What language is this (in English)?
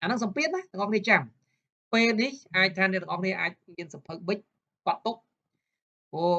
Khmer